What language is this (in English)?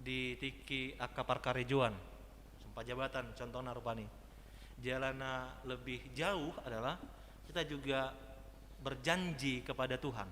Batak Toba